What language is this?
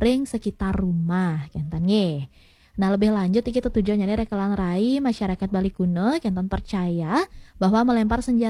Balinese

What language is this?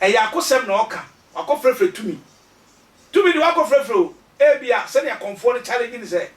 Akan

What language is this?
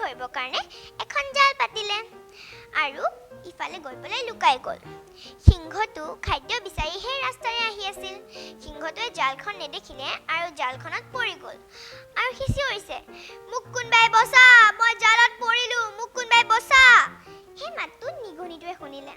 Assamese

